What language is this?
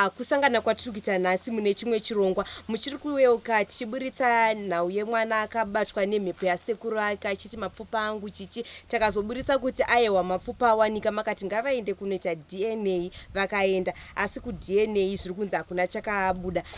Shona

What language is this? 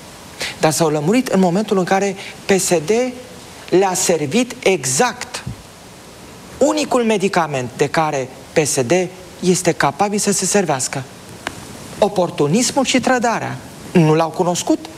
Romanian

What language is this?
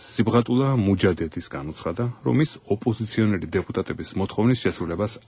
Georgian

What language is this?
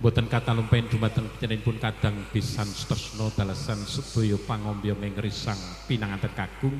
Javanese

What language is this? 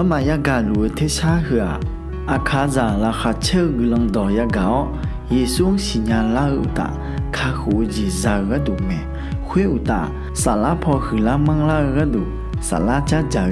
Akha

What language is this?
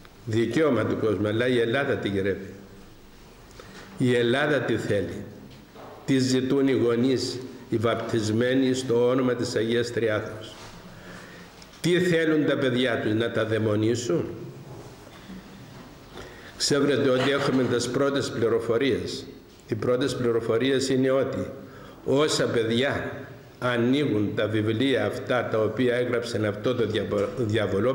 Greek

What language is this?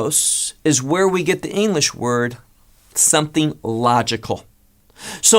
English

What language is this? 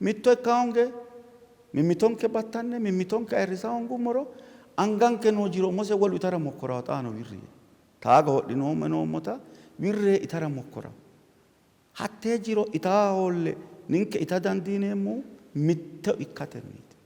Sidamo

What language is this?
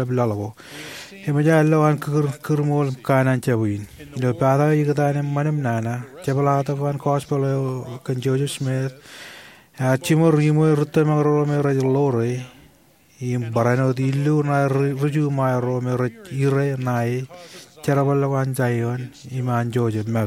Marshallese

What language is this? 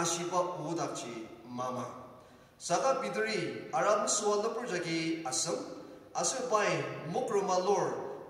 Ao Naga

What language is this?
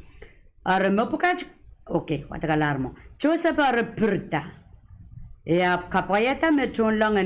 Pohnpeian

